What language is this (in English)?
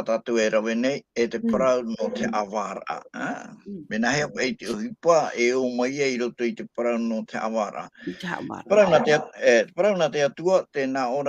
Tahitian